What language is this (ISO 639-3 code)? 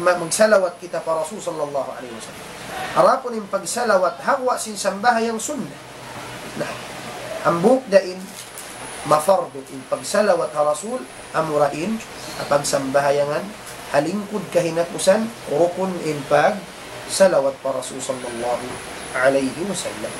tsg